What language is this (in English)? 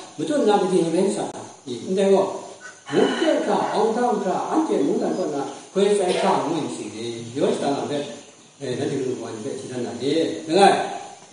Kachin